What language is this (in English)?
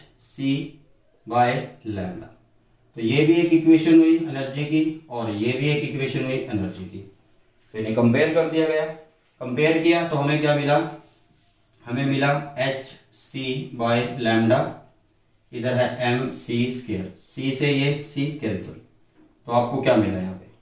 Hindi